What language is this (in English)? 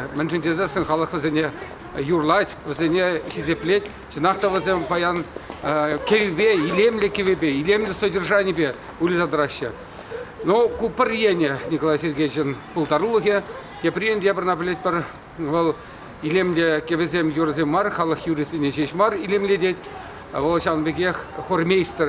Chuvash